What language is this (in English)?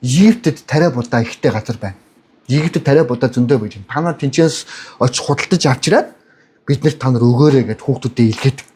Mongolian